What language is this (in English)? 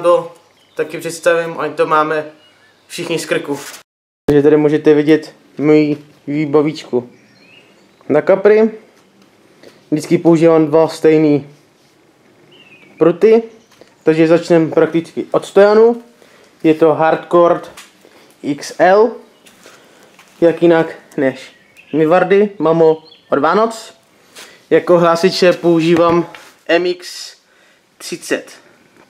Czech